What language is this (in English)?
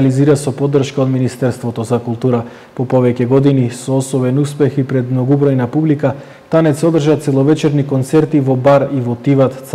Macedonian